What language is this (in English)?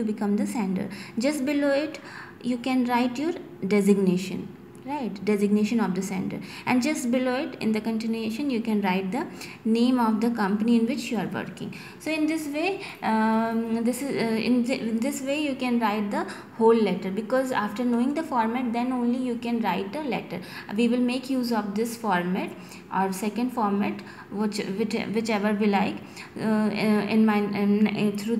English